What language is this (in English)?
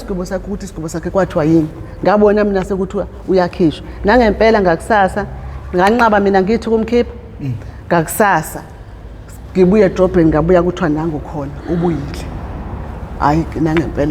Zulu